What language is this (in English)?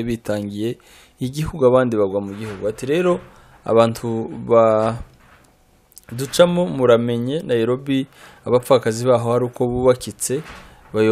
Kinyarwanda